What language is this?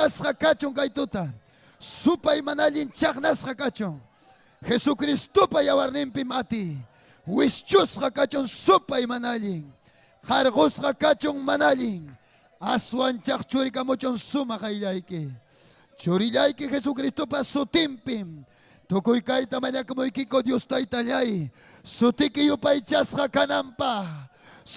Ayacucho Quechua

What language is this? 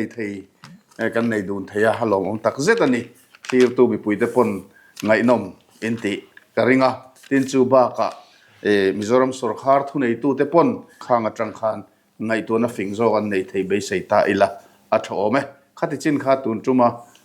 Mizo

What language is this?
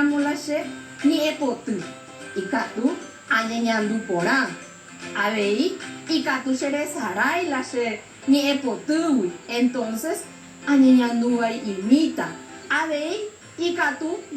Guarani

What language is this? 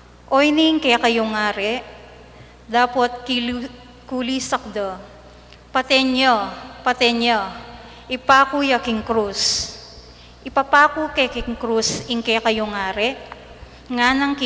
Pampanga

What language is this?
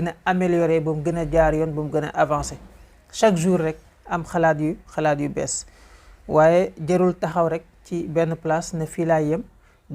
Wolof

